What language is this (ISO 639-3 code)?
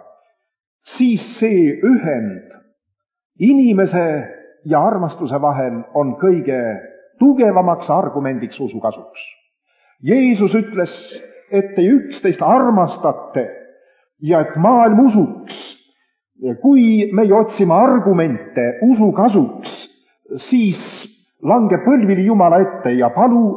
est